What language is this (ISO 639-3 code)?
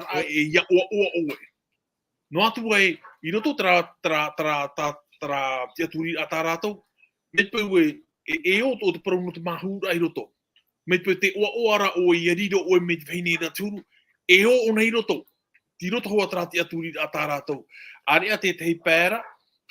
tah